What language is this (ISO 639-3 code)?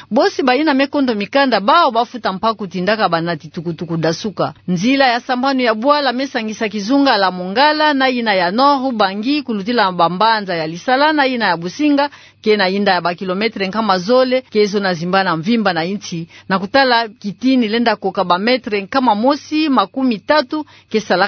ktu